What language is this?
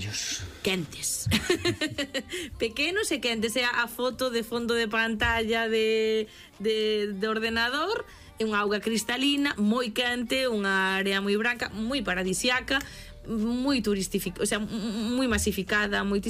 Galician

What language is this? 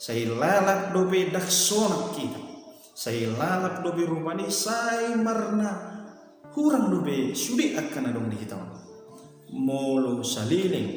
Batak Toba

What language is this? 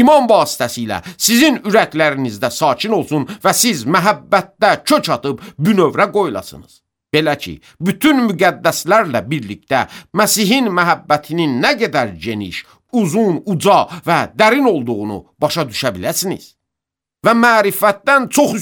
Azerbaijani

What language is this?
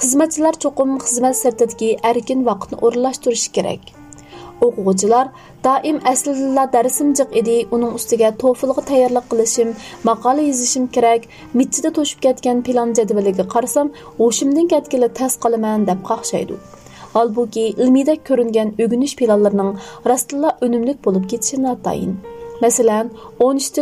Uyghur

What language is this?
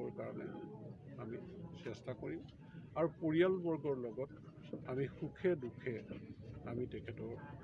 Assamese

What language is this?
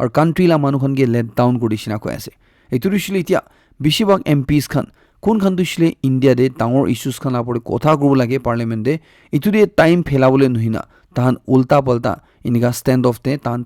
Naga Pidgin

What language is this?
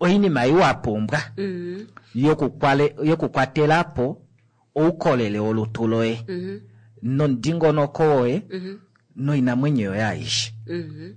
Kuanyama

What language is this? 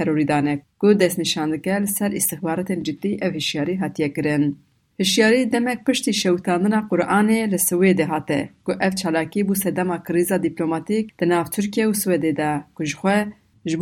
Kurdish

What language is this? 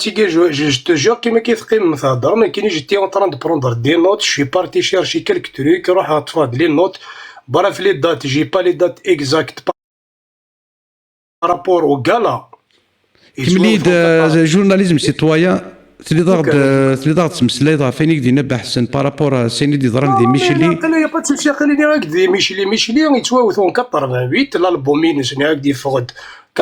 Kabyle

